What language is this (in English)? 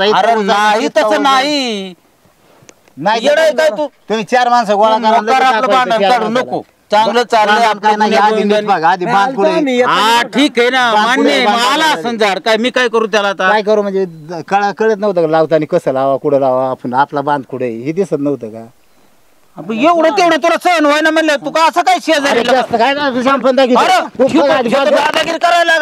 Marathi